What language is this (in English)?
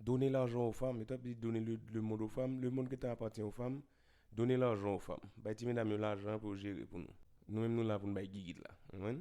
Haitian Creole